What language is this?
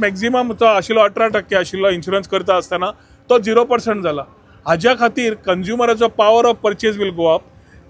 Konkani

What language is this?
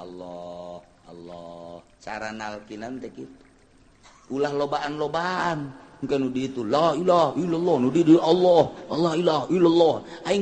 Sundanese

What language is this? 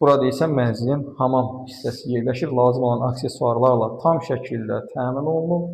Azerbaijani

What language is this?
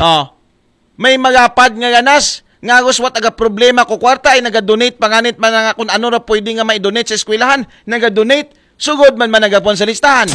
Aklanon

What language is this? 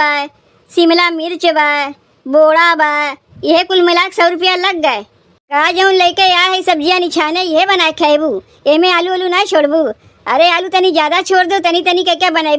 Awadhi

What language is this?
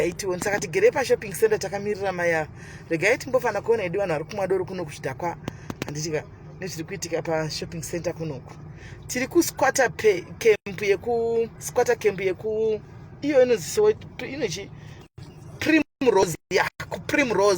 Shona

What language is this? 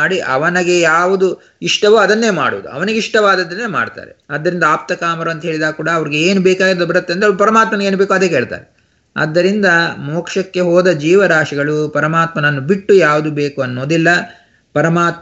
Kannada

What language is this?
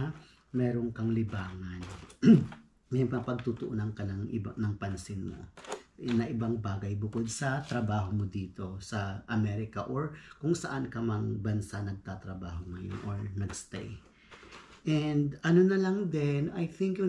Filipino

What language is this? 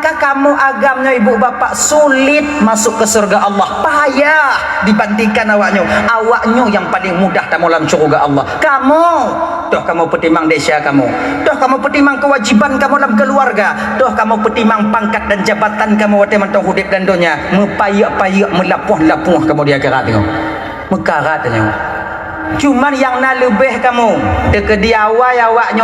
Achinese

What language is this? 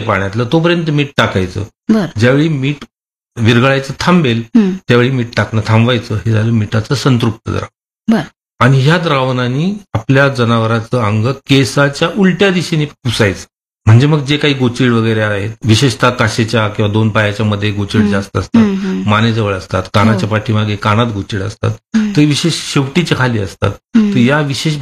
Marathi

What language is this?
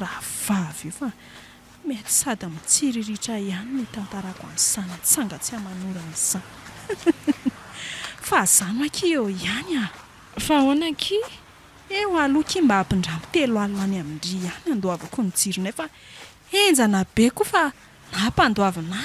Malagasy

